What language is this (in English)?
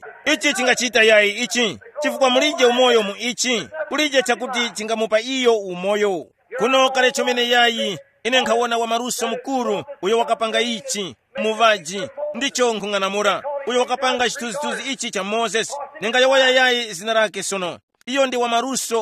Tumbuka